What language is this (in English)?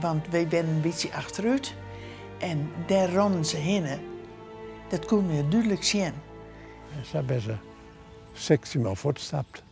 Western Frisian